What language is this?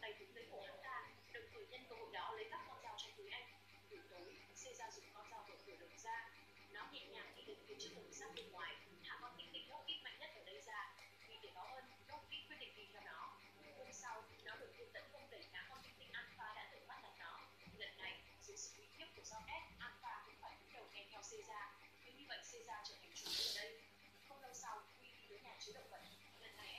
Vietnamese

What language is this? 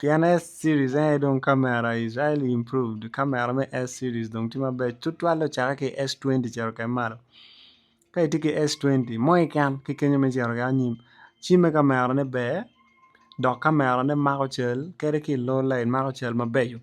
Acoli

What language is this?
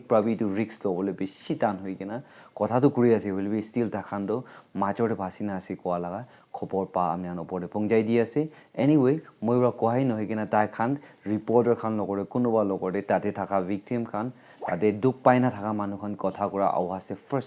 Naga Pidgin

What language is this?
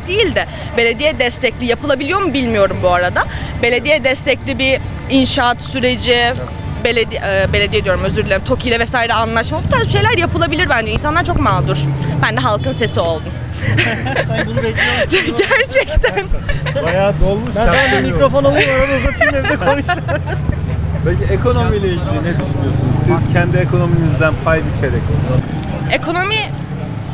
Turkish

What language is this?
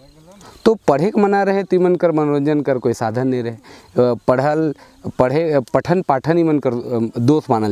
Sadri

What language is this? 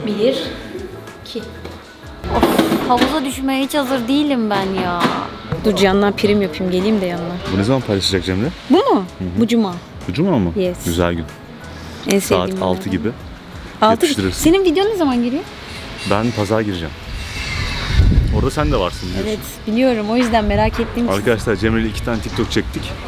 Turkish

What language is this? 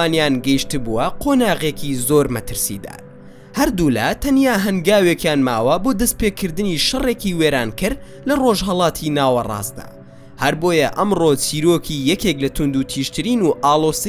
Central Kurdish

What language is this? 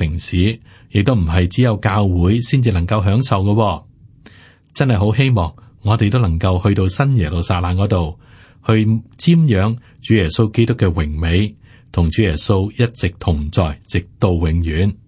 Cantonese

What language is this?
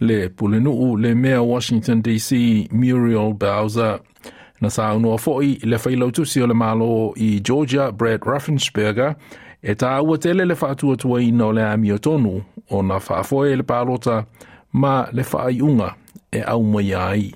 Samoan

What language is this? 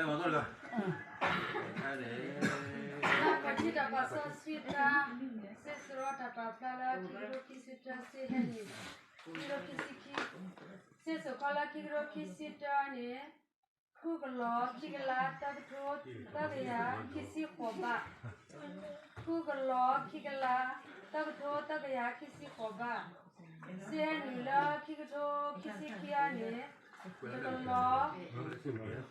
S'gaw Karen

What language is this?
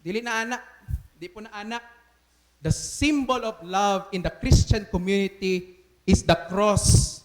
Cebuano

